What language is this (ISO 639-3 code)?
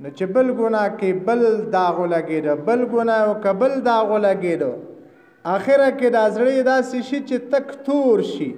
pus